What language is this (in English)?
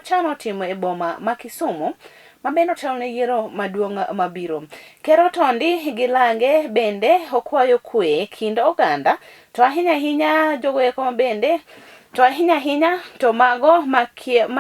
Luo (Kenya and Tanzania)